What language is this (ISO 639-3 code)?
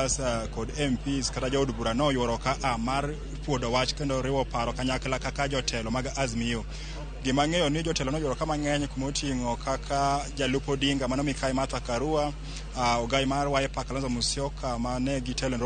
luo